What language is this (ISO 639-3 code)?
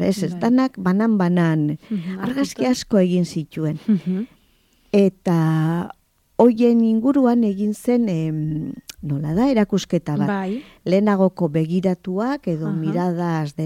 eus